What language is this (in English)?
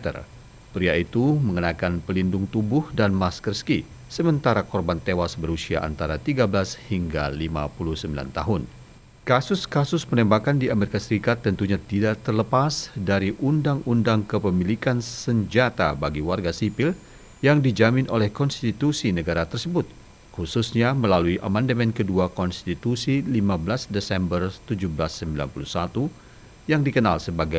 Indonesian